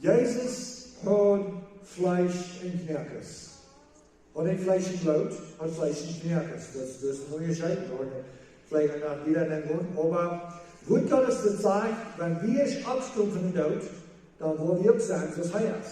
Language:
Plautdietsch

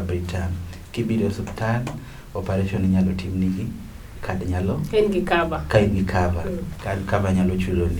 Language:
Luo (Kenya and Tanzania)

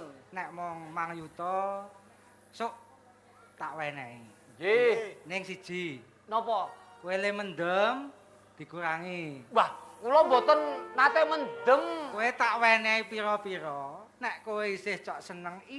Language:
Javanese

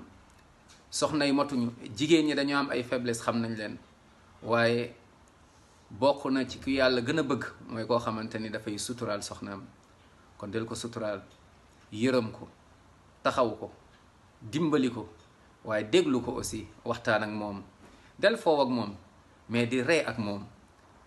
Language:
Wolof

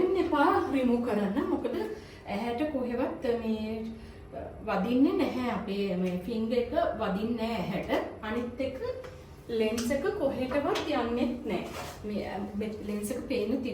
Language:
Sinhala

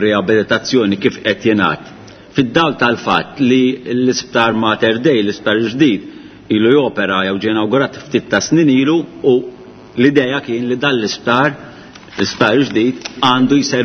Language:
Maltese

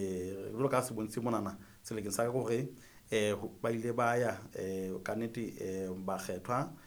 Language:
Southern Sotho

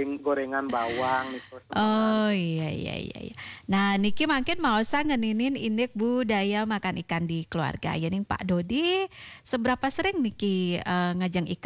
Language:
Balinese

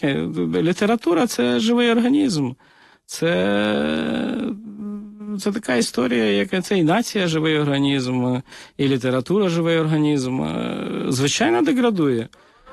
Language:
Ukrainian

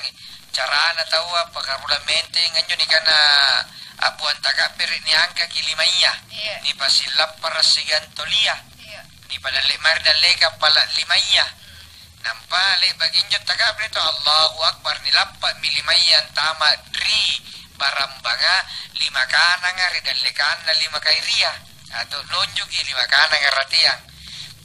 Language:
Makasar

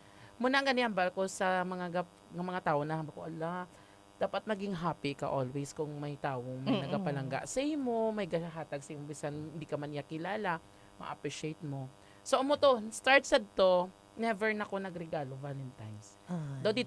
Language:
Hiligaynon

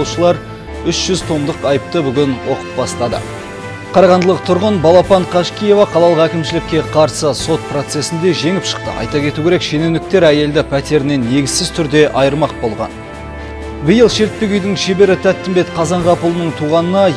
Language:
Kazakh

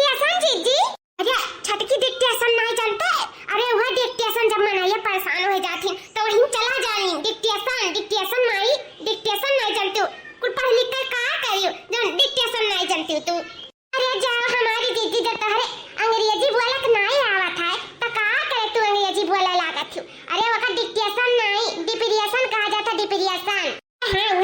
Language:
Awadhi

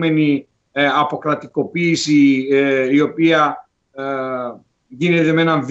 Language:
Greek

